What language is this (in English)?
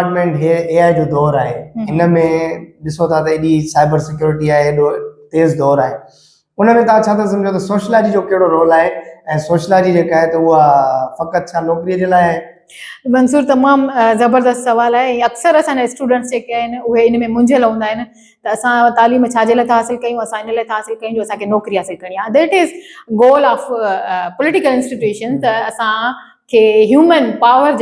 Sindhi